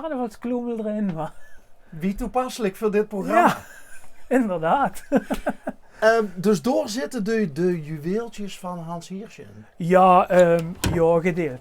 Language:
Limburgish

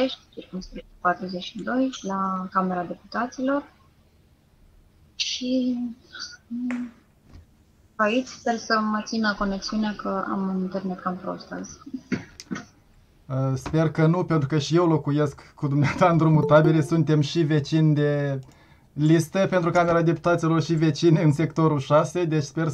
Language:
Romanian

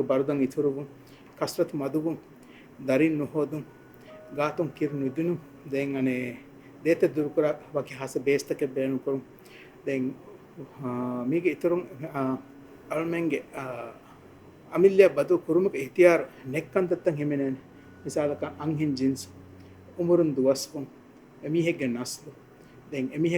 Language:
Divehi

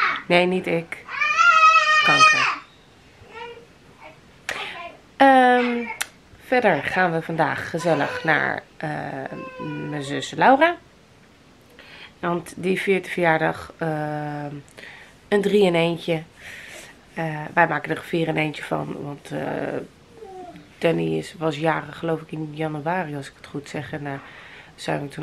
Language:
Dutch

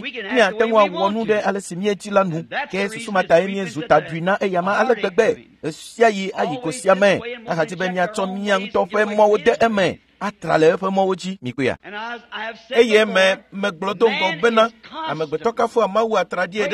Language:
Ewe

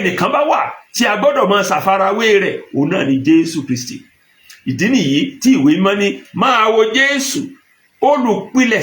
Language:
Yoruba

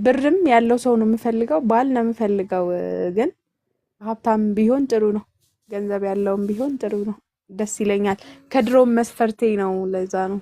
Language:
Amharic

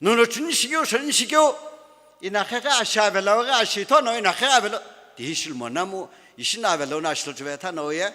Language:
Sumi Naga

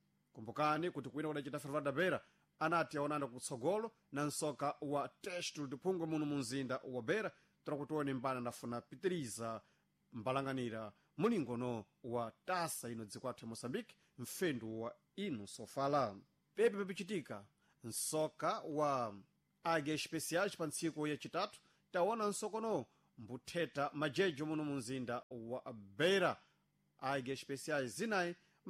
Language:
Sena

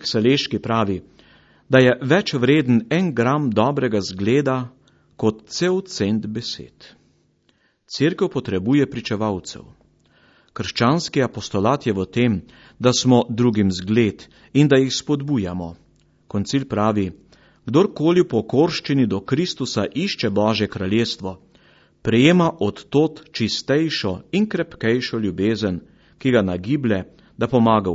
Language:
Slovenian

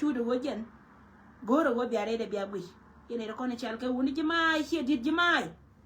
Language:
Nuer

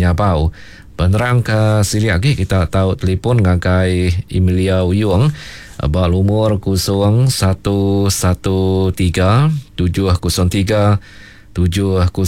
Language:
Iban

